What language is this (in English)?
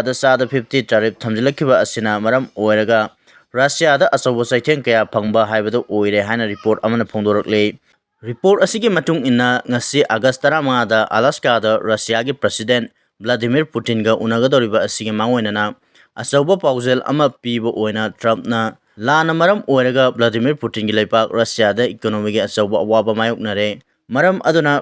Manipuri